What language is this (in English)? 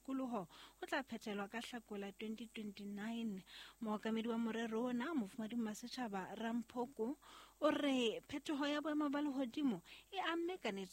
Southern Sotho